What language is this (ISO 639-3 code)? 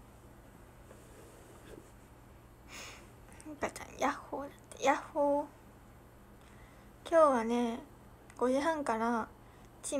jpn